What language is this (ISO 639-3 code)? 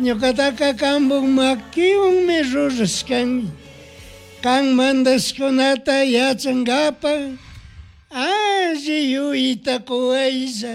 qug